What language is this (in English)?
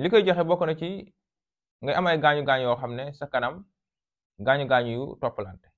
Wolof